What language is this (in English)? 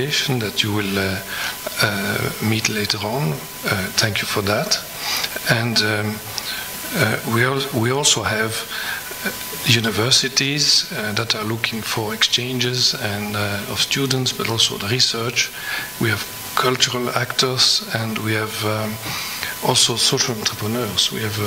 English